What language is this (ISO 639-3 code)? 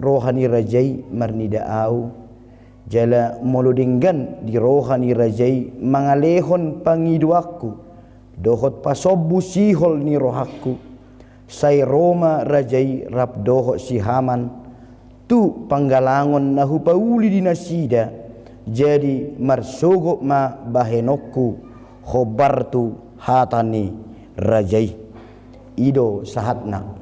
bbc